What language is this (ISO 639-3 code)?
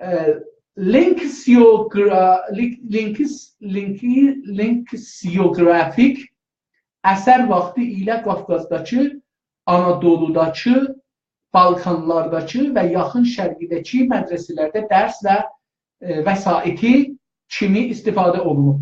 azb